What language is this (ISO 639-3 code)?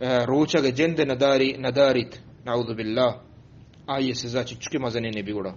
bgp